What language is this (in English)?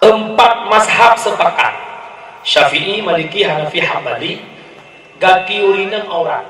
Achinese